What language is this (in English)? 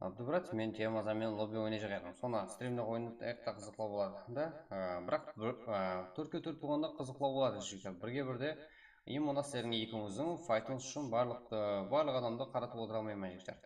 Kara-Kalpak